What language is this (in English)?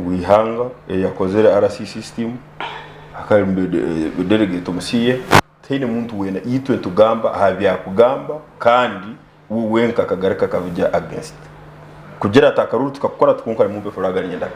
Nyankole